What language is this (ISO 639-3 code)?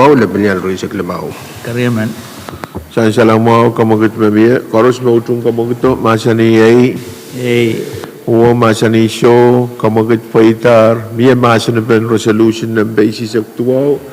pon